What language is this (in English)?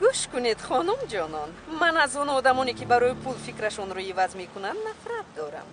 Tajik